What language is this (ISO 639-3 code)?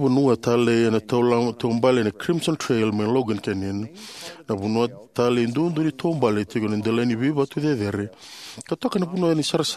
fij